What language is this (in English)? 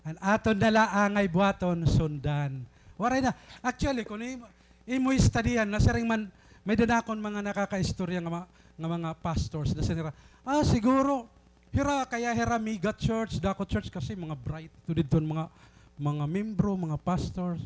Waray